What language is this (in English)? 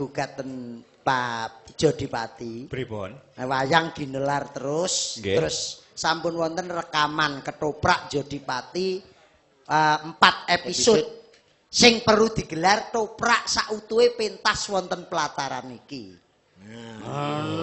Javanese